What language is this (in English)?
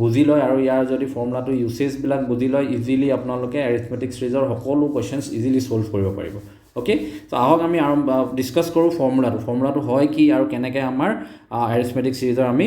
Assamese